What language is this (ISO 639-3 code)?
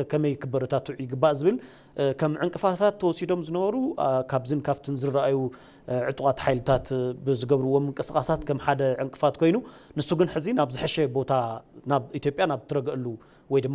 tir